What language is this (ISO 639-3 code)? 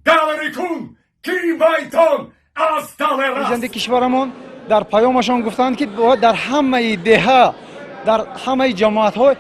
tgk